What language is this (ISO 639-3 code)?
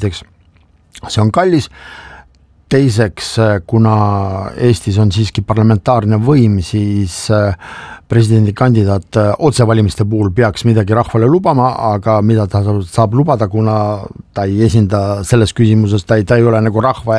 est